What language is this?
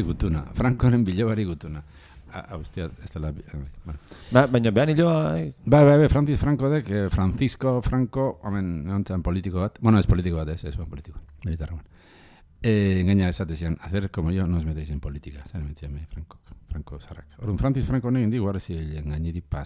Basque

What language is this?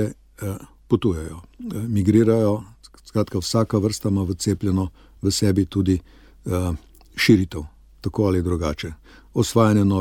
Slovenian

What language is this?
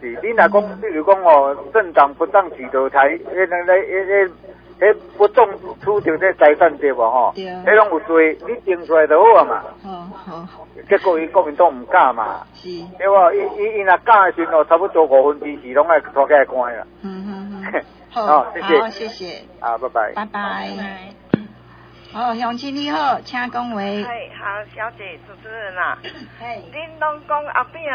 Min Nan Chinese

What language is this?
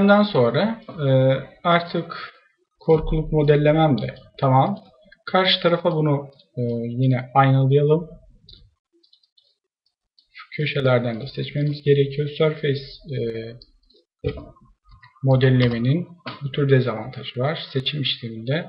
Turkish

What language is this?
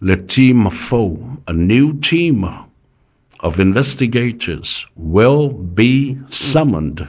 Samoan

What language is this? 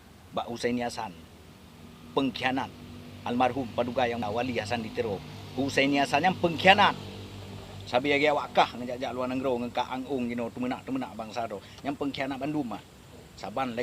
Achinese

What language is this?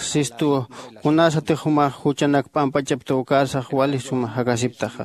Aymara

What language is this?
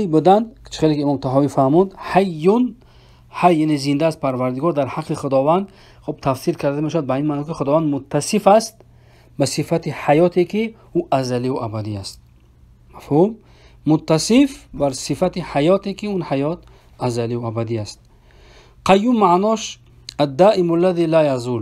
Tajik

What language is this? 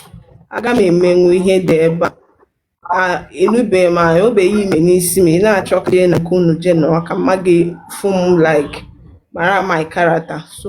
Igbo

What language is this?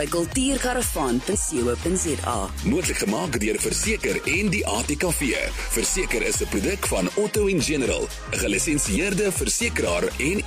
Afrikaans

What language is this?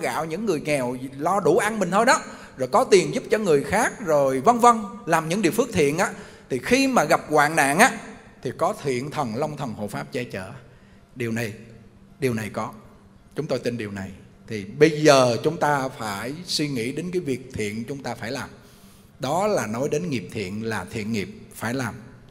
Vietnamese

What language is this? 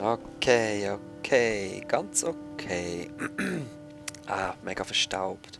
Swiss German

